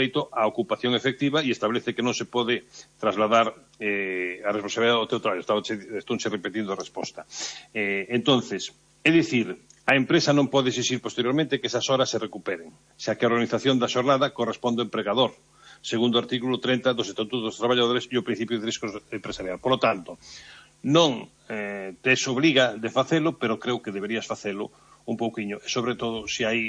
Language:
Galician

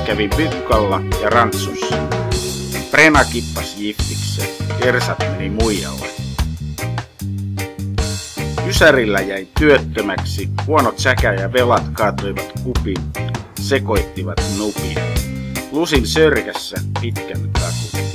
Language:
Finnish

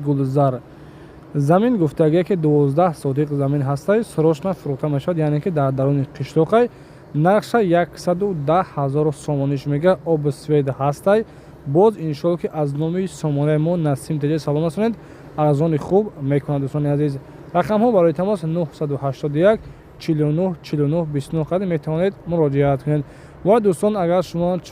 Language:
Tajik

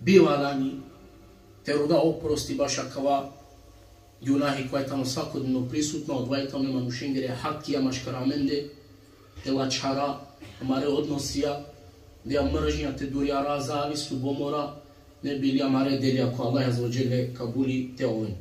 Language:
Balkan Romani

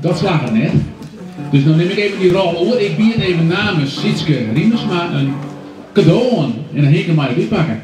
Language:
Western Frisian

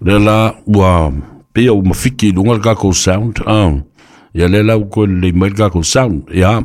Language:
Samoan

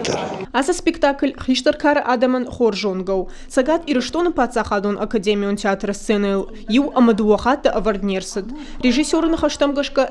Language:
Ossetic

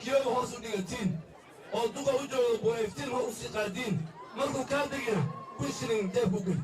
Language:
Somali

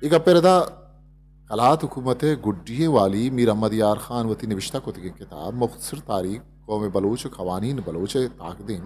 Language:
Eastern Balochi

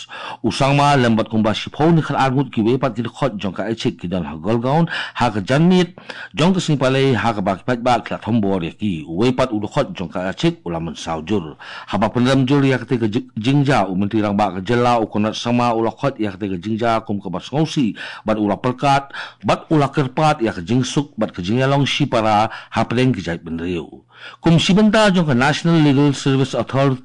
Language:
Khasi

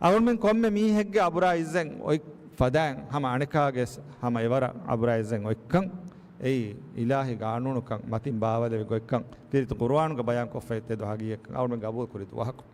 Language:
Divehi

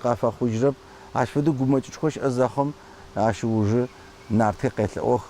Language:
Adyghe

